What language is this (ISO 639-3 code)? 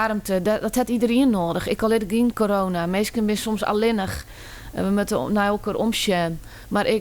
fry